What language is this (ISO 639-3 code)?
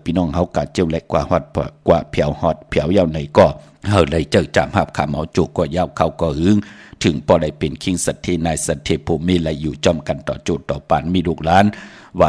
shn